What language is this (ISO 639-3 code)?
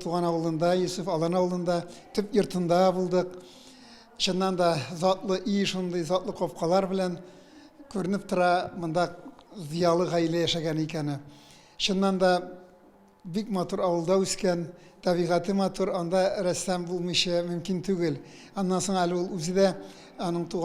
tat